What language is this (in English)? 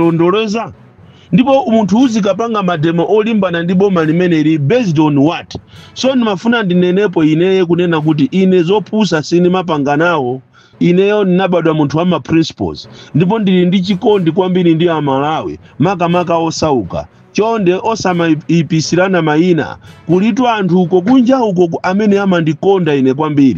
Nyanja